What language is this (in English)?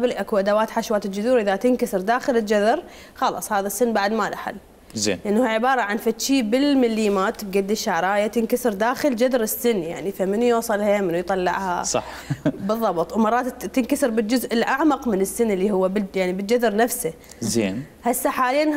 Mesopotamian Arabic